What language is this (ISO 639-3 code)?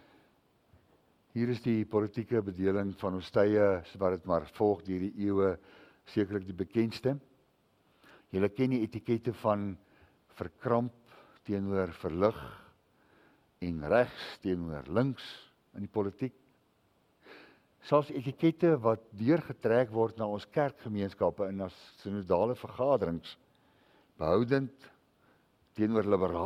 afr